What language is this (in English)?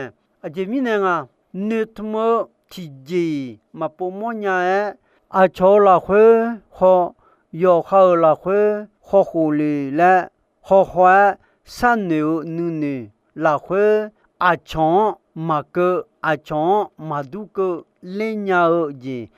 Akha